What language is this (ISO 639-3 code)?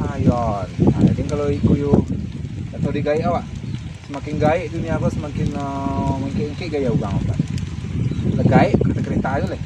min